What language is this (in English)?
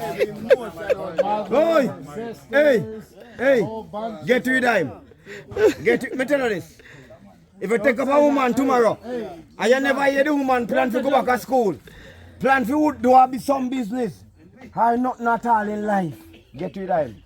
Jamaican Creole English